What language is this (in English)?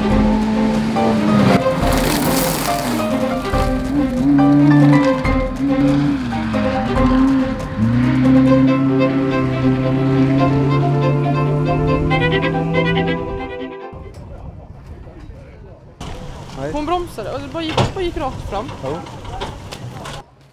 Swedish